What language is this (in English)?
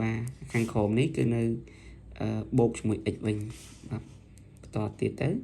Khmer